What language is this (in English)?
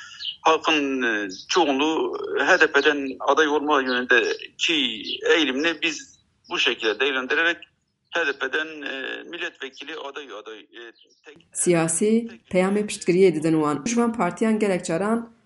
Kurdish